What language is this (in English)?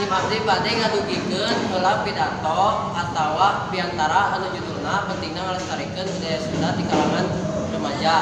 Sundanese